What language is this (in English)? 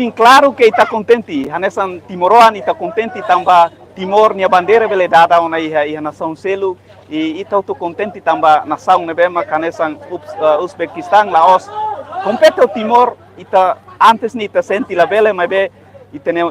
Tetum